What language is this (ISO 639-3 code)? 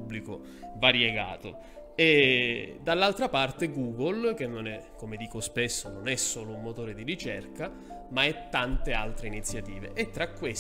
ita